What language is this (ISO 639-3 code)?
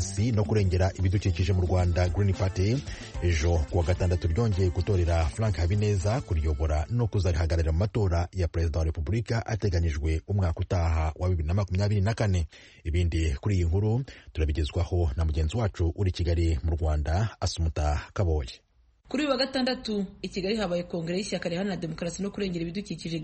kin